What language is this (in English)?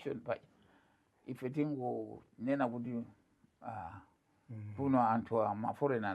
Nyanja